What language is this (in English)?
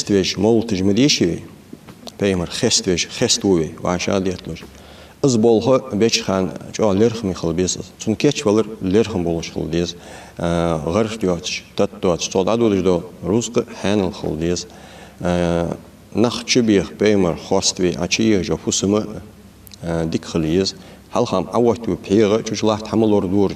Ingush